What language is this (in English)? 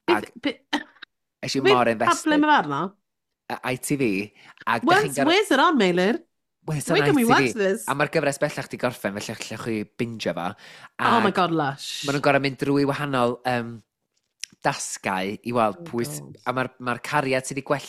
Welsh